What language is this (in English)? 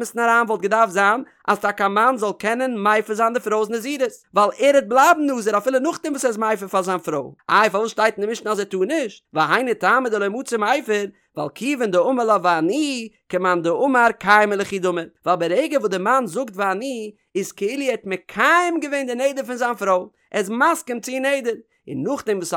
Yiddish